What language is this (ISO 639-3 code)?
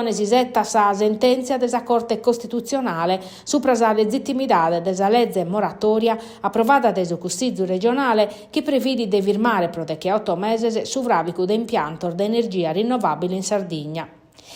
srd